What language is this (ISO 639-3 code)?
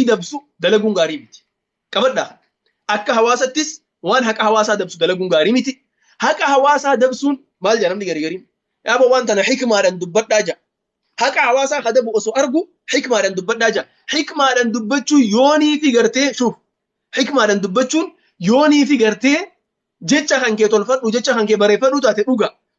orm